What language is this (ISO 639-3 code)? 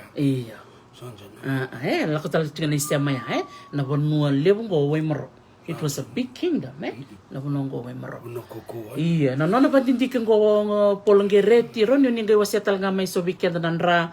fij